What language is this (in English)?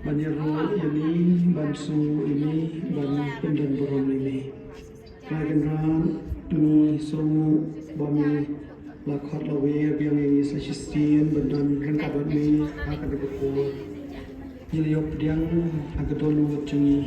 Khasi